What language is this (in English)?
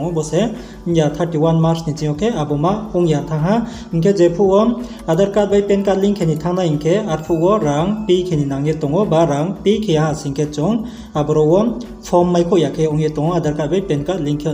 Riang (India)